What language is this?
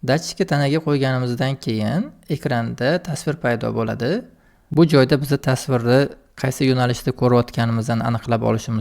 Uzbek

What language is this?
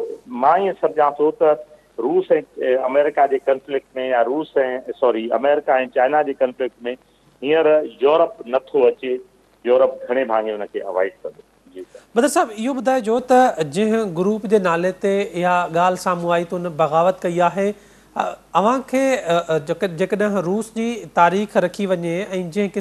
Sindhi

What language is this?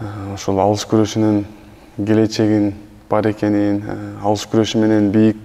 Kyrgyz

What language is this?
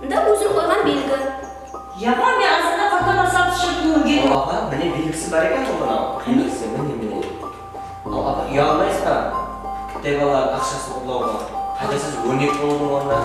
Kara-Kalpak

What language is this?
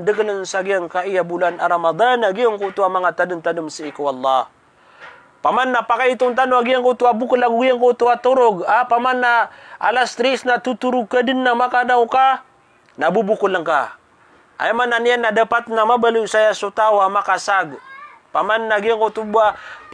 Maranao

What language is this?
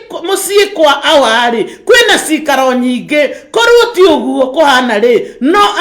Kikuyu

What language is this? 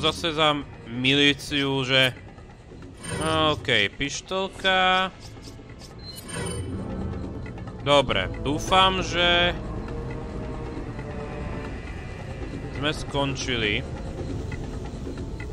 Slovak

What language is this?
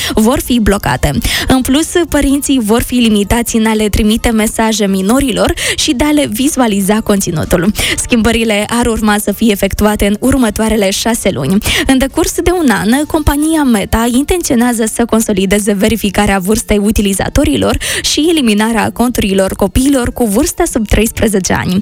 Romanian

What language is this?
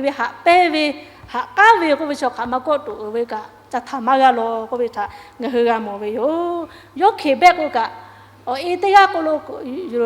Lahu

